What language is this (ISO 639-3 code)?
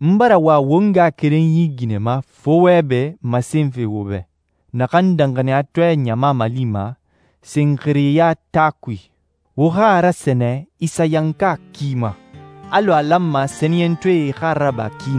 sus